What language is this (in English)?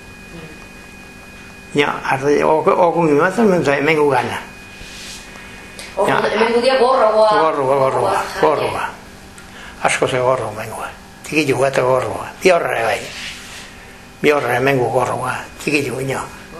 Basque